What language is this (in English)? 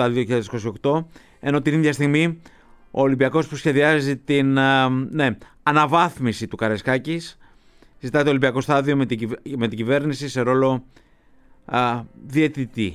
Greek